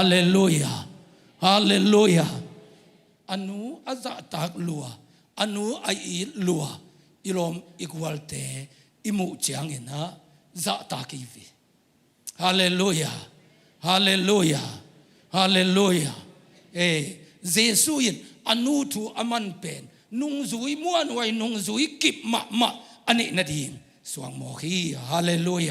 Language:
Tedim Chin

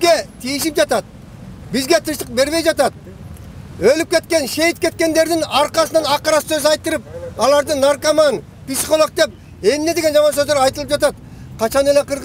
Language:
Kyrgyz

